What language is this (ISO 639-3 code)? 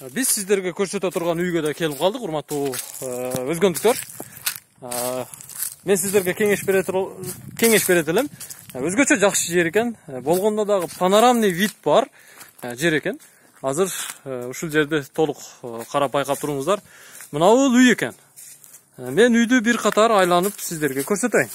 kir